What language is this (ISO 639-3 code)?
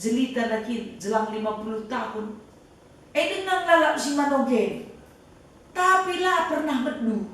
btx